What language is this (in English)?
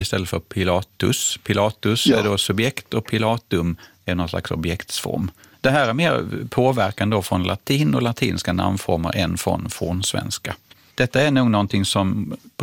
Swedish